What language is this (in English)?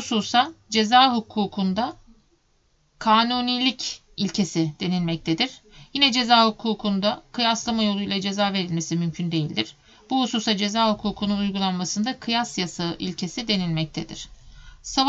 Turkish